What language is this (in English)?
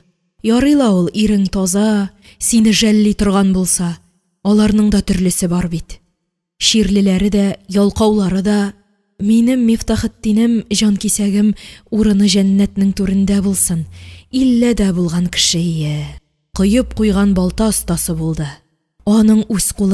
Tatar